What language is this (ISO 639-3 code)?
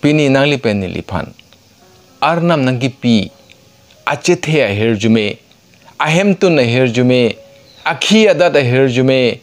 mjw